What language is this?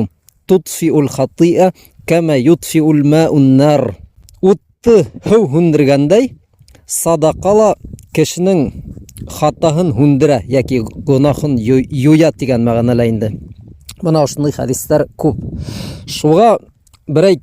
Bashkir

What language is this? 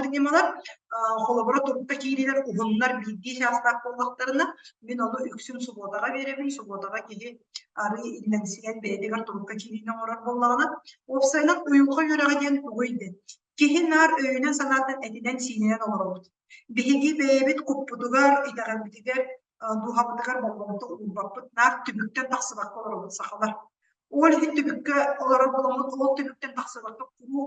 Yakut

